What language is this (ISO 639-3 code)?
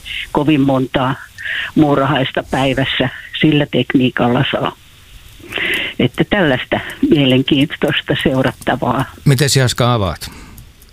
fin